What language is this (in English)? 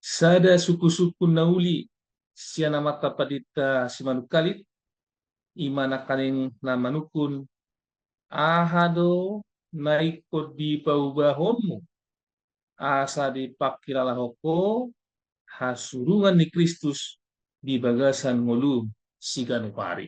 Batak Toba